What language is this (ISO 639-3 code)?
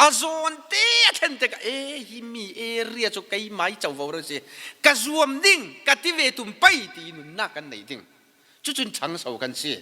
cfm